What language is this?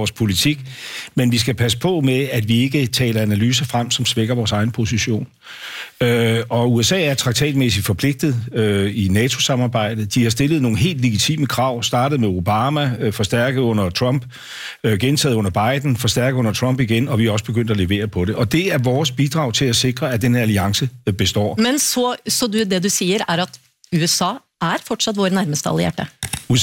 Danish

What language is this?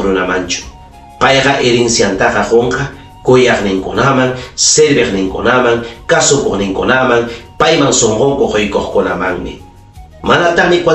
Ayacucho Quechua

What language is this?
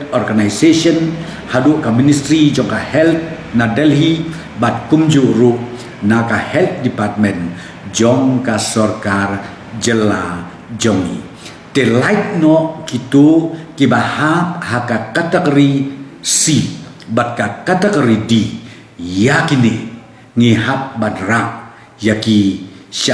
Khasi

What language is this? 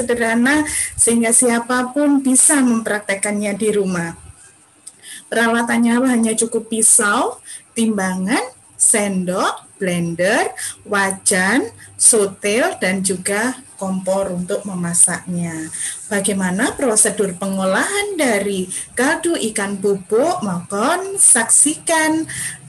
Indonesian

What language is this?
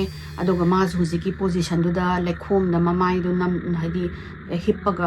Manipuri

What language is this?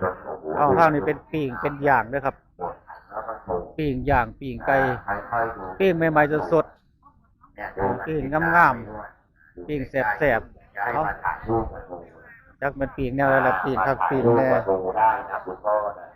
Northeastern Thai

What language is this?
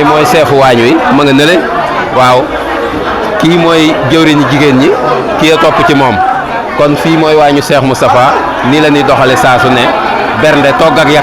Wolof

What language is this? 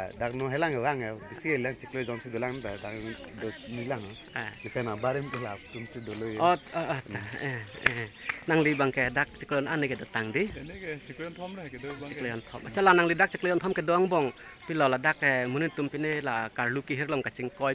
Karbi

